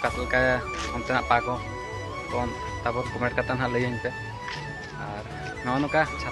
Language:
Santali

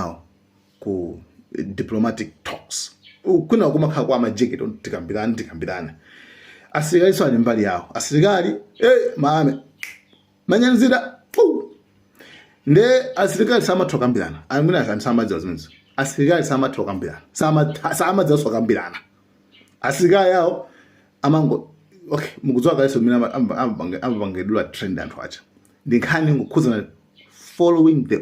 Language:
Nyanja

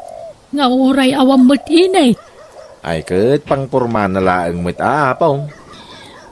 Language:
Iloko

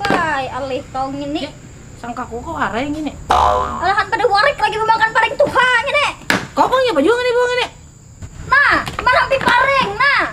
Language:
Banjar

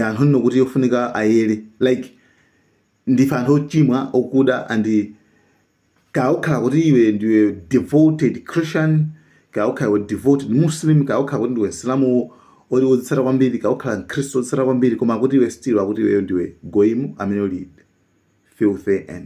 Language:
Nyanja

